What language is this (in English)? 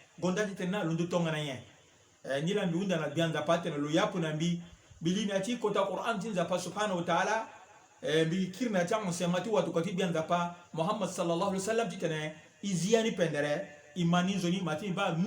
Sango